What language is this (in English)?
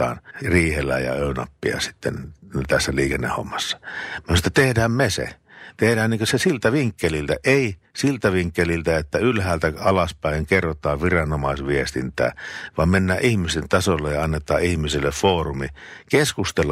Finnish